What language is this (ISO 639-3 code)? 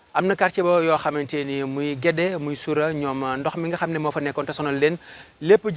wol